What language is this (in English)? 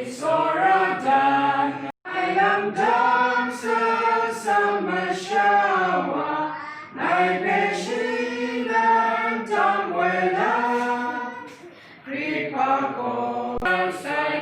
Kachin